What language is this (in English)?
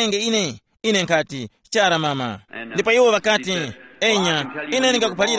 Tumbuka